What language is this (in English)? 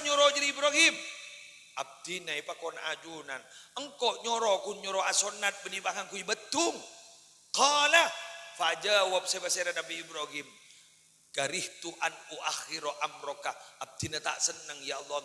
Madurese